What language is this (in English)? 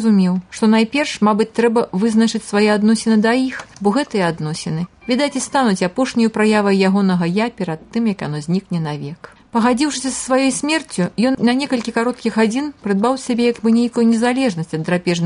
Belarusian